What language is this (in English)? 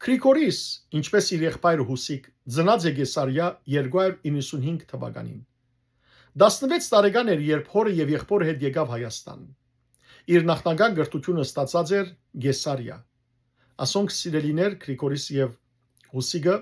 Western Armenian